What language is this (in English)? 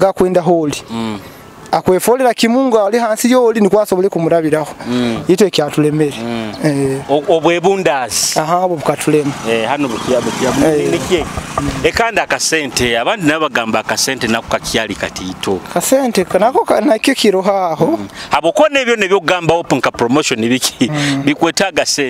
Nyoro